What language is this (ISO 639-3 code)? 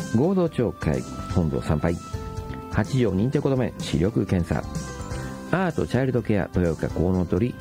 jpn